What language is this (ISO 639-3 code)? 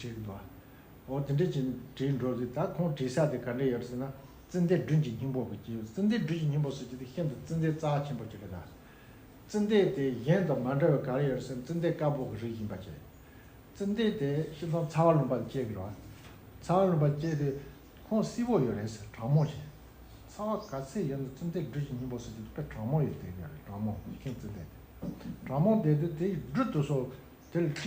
bod